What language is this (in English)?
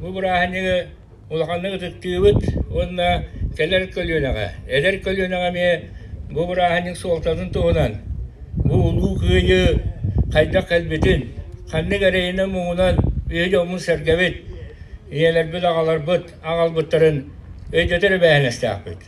Yakut